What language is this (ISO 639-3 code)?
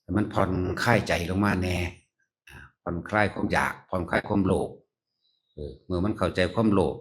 lao